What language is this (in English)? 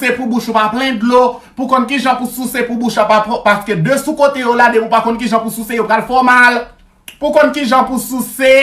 Haitian Creole